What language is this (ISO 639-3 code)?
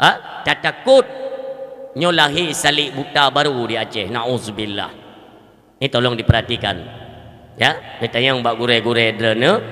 ace